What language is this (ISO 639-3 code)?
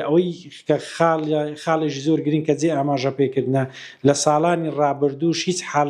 ckb